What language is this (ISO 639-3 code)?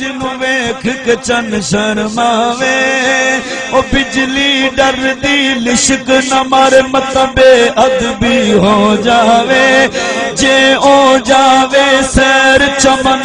skr